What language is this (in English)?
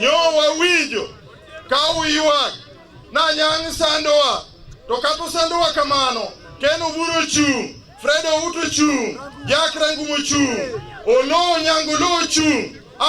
Luo (Kenya and Tanzania)